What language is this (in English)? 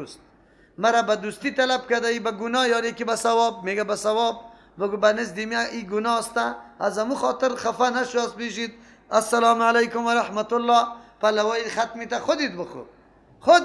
Persian